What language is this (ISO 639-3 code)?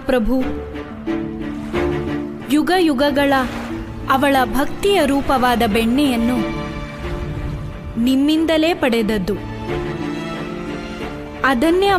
kan